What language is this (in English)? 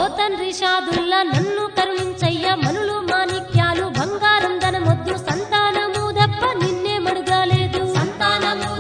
Telugu